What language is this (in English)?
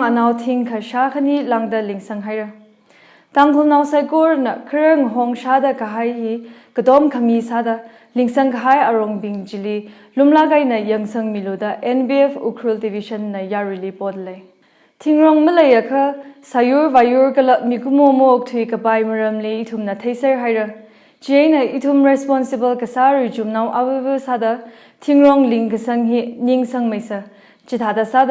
Tangkhul Naga (India)